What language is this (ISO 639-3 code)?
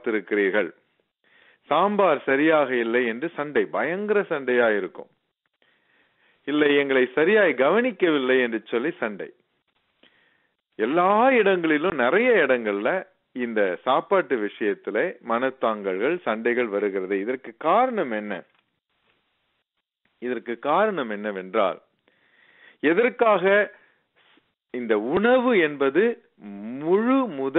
tam